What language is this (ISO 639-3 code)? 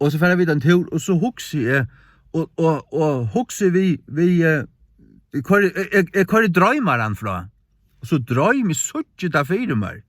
fao